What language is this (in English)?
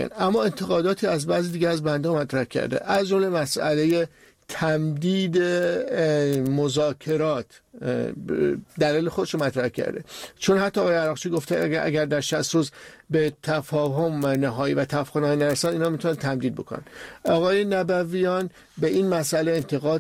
Persian